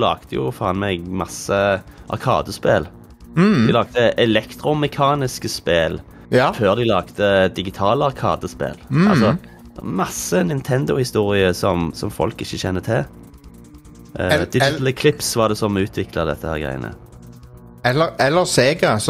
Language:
Norwegian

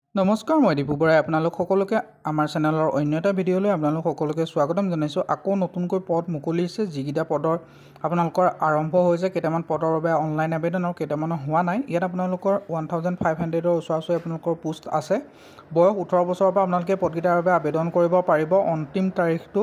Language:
Assamese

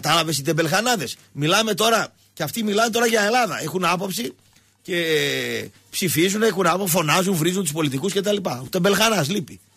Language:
Greek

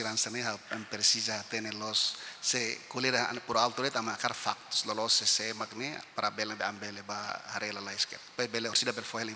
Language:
Tetum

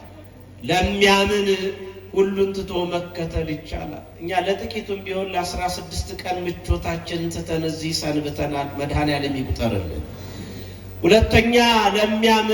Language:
Amharic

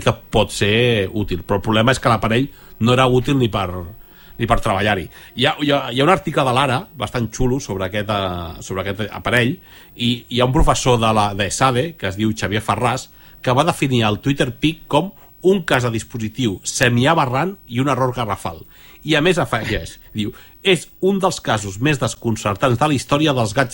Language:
Catalan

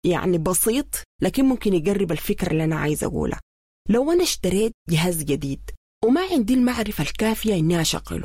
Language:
Sudanese Arabic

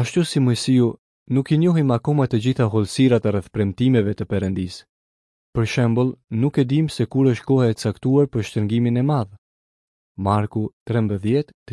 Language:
Albanian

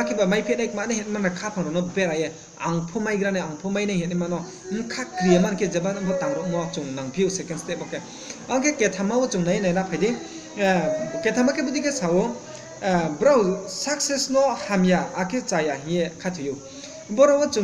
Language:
Riang (India)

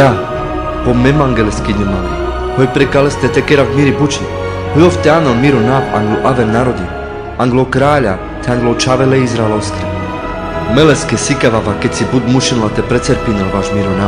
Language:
Carpathian Romani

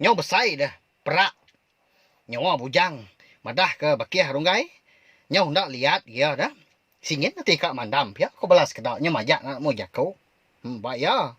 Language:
Iban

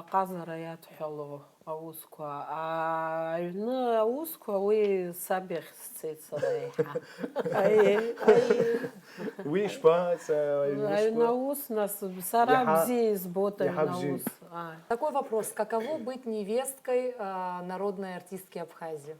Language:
Abkhazian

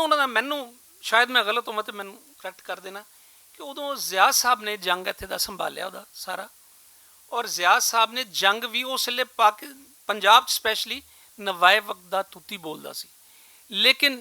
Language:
Western Panjabi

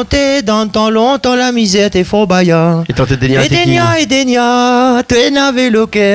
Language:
Réunion Creole French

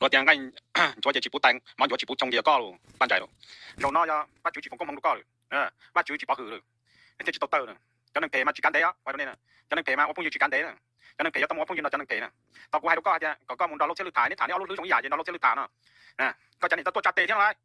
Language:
Hmong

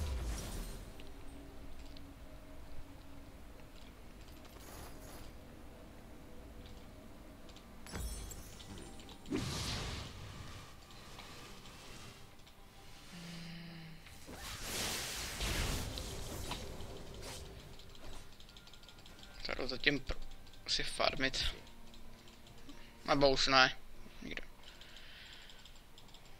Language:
Czech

